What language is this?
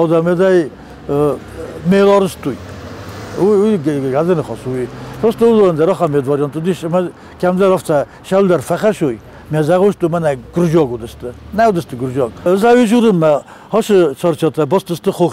Ossetic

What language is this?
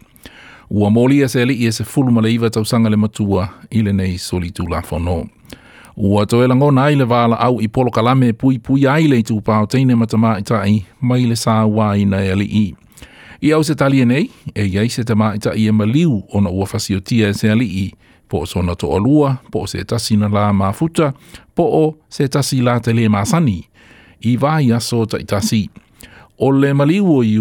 Samoan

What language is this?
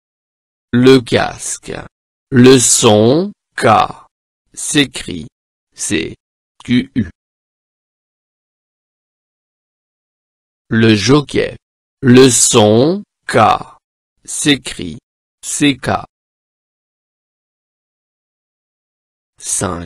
French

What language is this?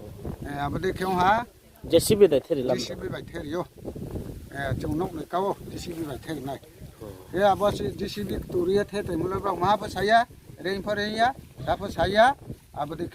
Riang (India)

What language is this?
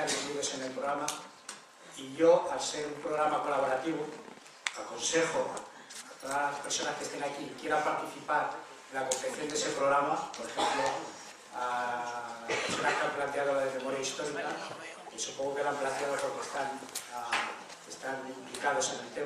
Spanish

